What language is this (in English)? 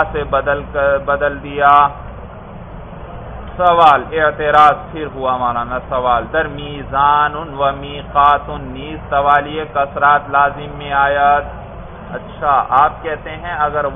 Urdu